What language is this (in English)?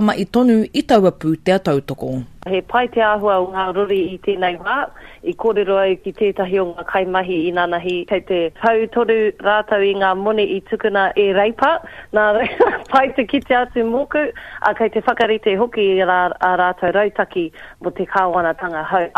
Māori